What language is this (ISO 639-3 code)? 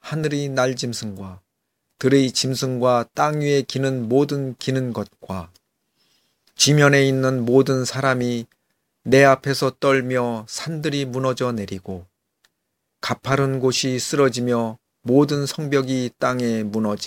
kor